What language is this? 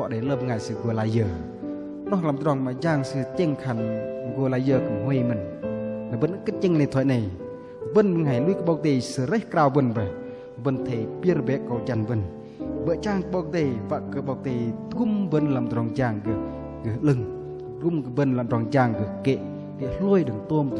Bahnar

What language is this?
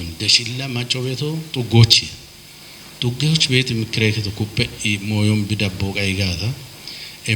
Kafa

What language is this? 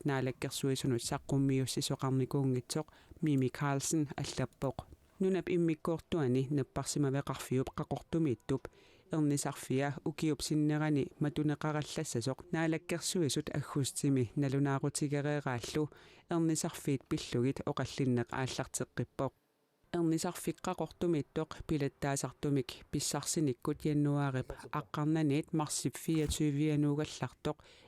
Kalaallisut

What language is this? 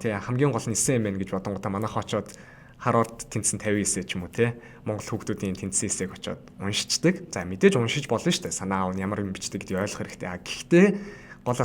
Mongolian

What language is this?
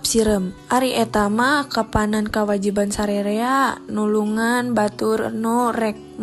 Sundanese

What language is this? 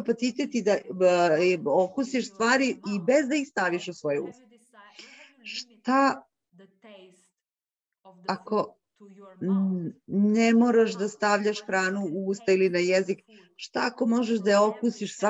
Serbian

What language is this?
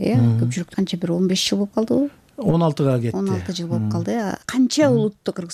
Kyrgyz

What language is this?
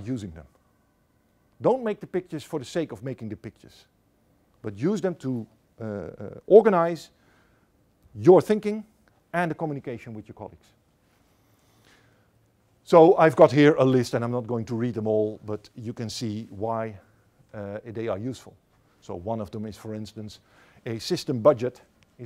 English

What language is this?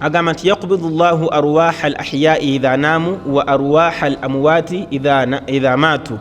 Ganda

